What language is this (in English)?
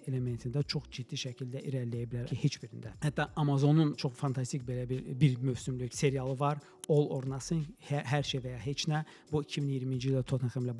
Azerbaijani